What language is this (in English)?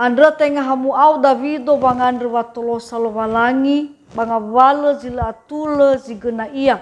Nias